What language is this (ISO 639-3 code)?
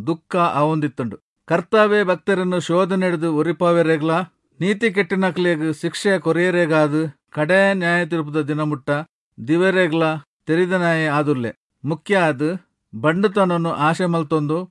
tcy